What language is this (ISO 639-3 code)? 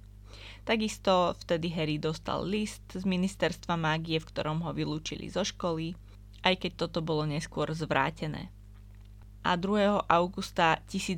slk